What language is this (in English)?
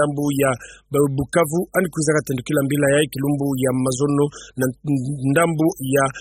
Kituba (Democratic Republic of Congo)